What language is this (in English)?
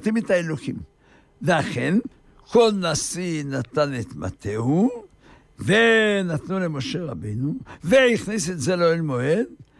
Hebrew